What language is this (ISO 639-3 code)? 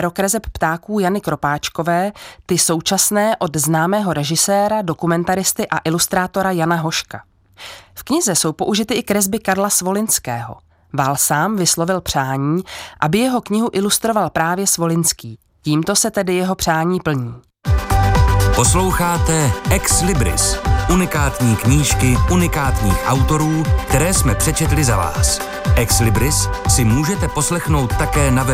ces